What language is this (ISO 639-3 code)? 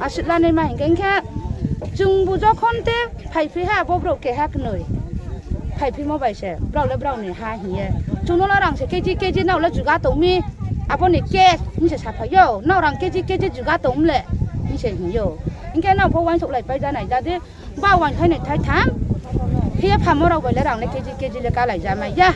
ria